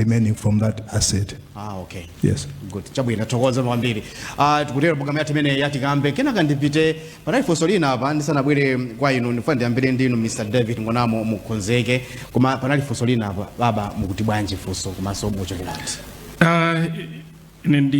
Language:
Nyanja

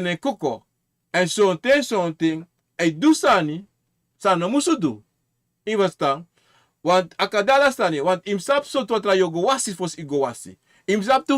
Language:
Sranan Tongo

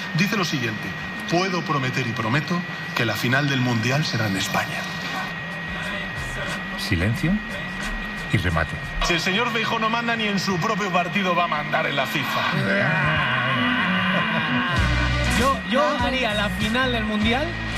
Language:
Spanish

